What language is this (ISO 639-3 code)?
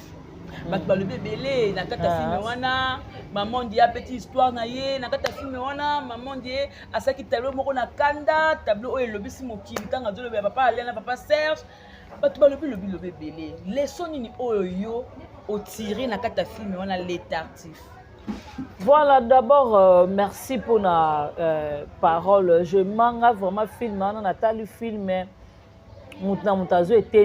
lin